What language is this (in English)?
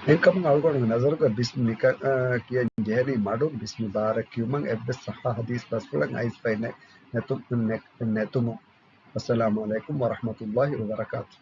Divehi